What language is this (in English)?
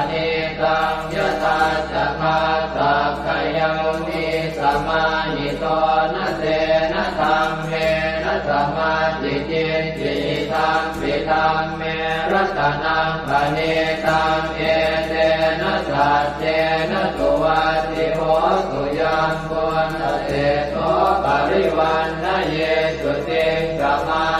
Pali